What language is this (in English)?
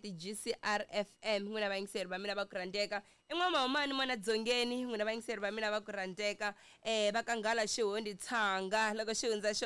Tsonga